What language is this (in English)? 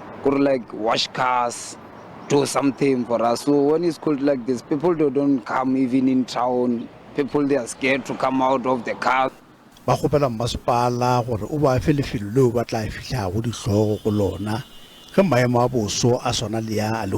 Northern Sotho